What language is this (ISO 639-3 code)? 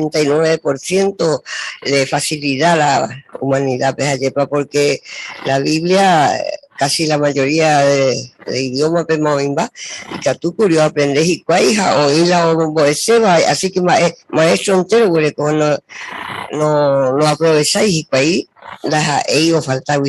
grn